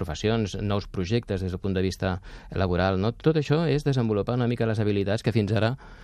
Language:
Catalan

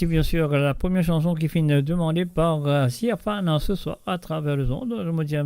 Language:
Morisyen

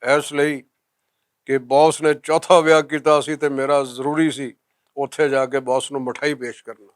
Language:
Western Panjabi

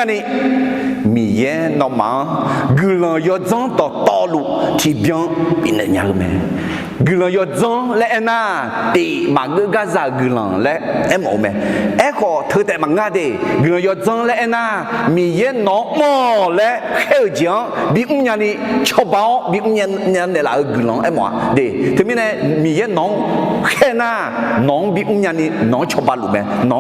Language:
Akha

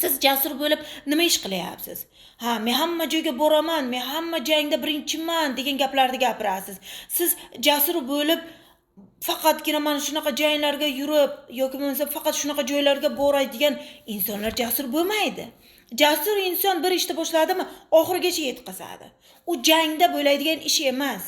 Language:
Uzbek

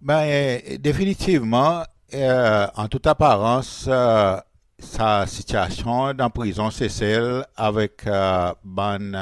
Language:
Seselwa Creole French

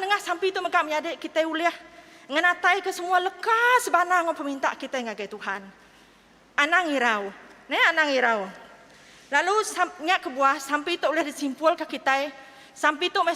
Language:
Iban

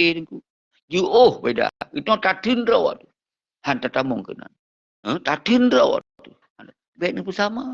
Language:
Achinese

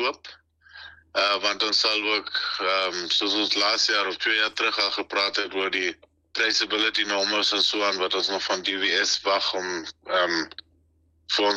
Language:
Afrikaans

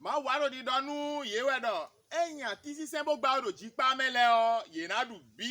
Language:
Fon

